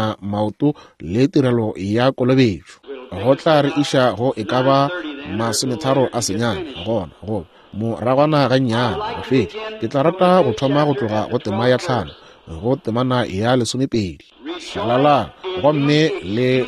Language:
Northern Sotho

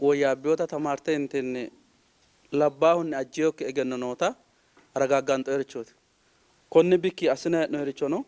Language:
Sidamo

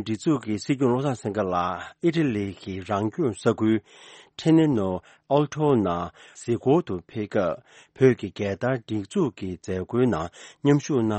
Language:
Tibetan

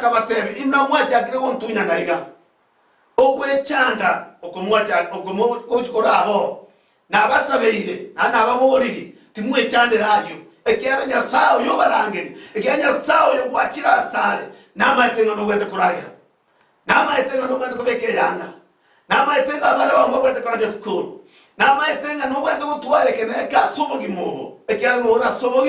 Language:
Gusii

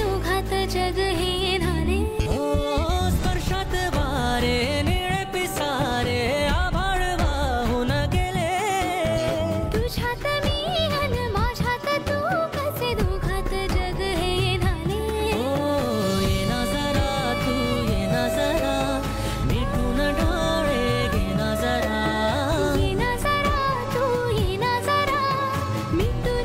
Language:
Marathi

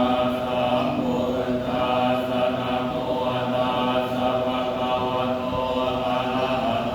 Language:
Pali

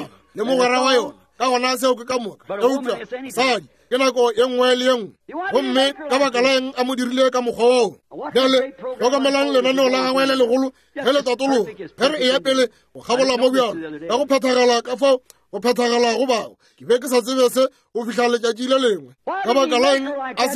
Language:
Northern Sotho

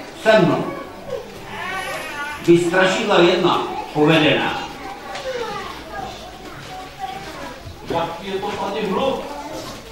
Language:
Czech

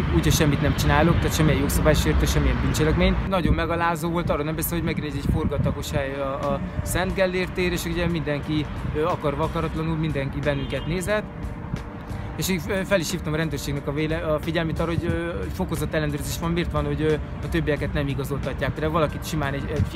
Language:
Hungarian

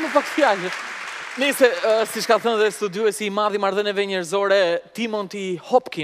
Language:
Albanian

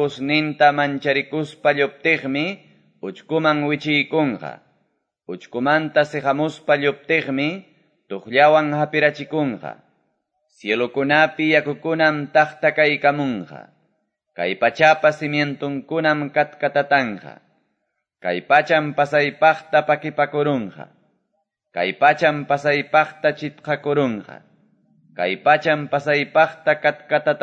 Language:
Quechua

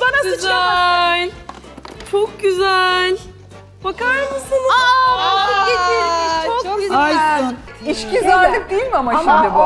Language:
Turkish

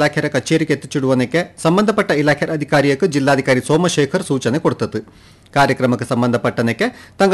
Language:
Kannada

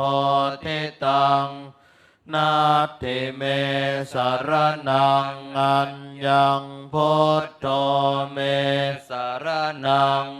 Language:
Pali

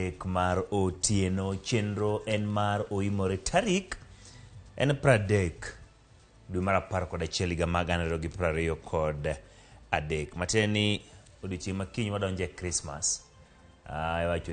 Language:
Luo (Kenya and Tanzania)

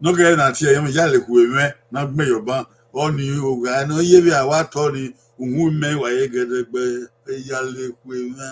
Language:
Bini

